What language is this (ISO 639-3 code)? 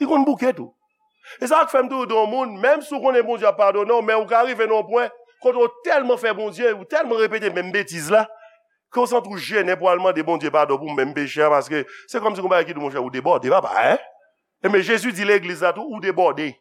hat